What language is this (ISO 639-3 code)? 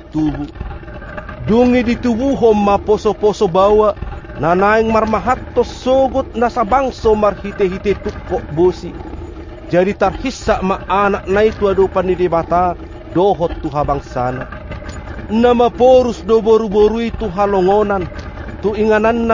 bbc